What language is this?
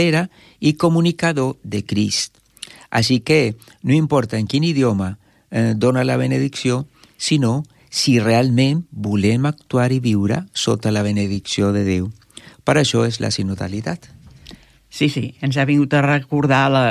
Catalan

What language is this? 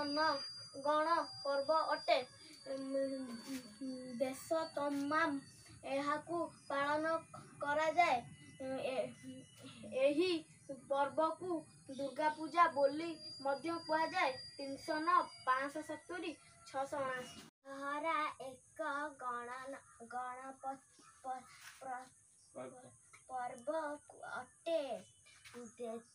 Odia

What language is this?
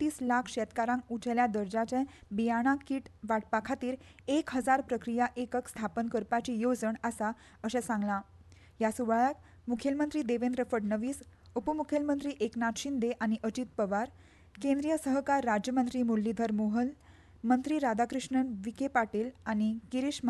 Konkani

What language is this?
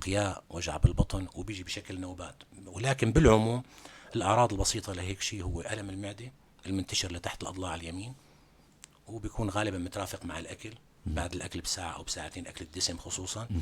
North Levantine Arabic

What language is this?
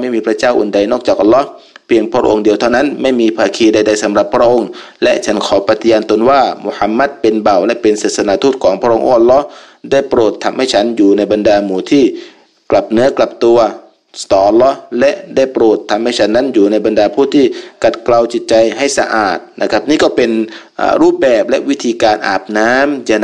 Thai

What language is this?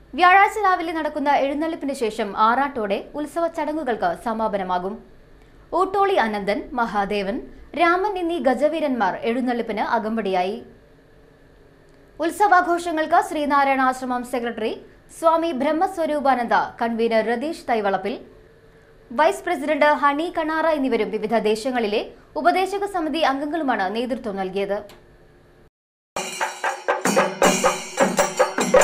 Malayalam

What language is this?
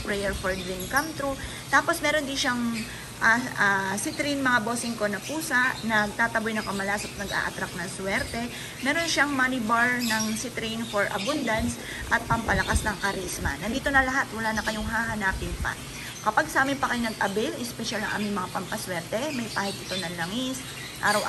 Filipino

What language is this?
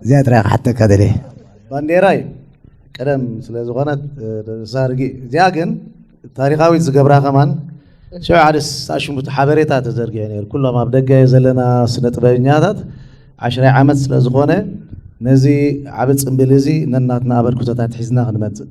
Tigrinya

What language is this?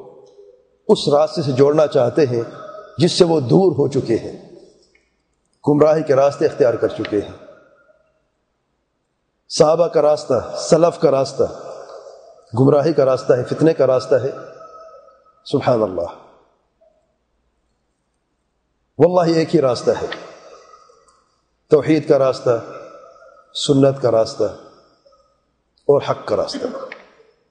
Urdu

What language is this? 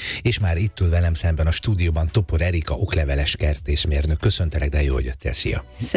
Hungarian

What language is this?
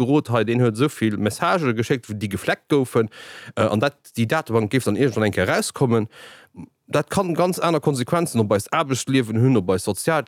Luxembourgish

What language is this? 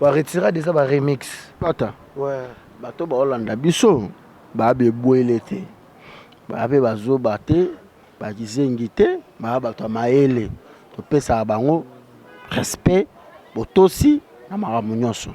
Lingala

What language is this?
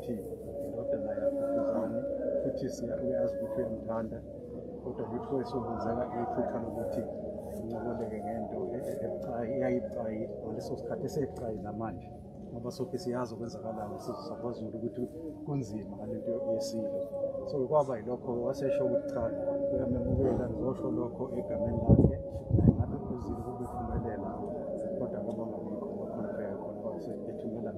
Zulu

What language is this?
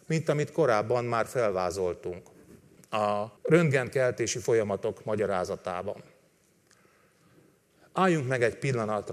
Hungarian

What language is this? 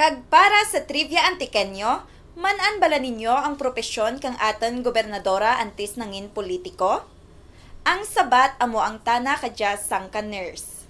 Kinaray-a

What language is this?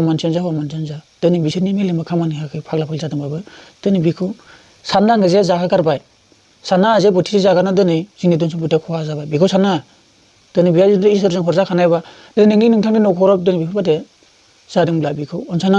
Bodo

